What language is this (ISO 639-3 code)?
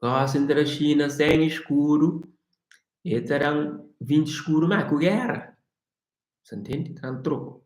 kea